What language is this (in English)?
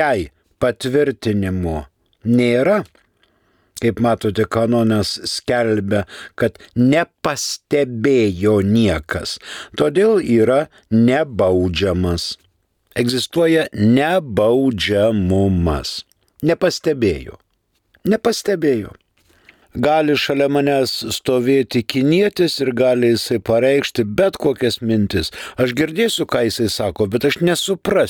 Lithuanian